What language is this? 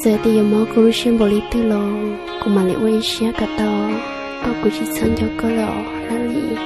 Hmong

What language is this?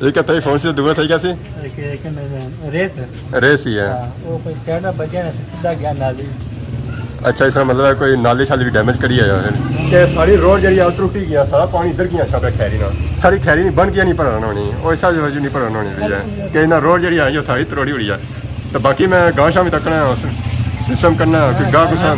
Pahari-Potwari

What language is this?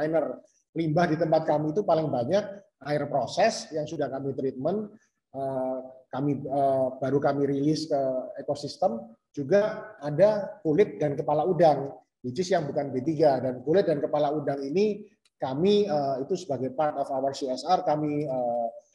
Indonesian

